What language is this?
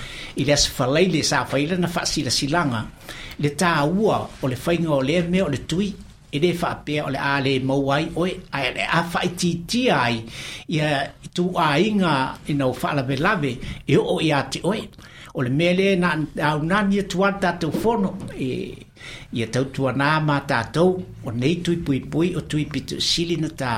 Samoan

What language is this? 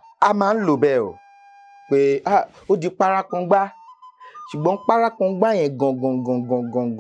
Yoruba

